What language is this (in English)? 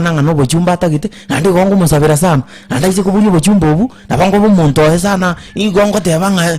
Gusii